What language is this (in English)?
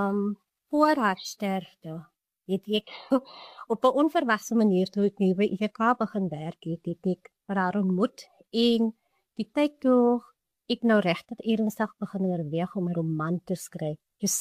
Afrikaans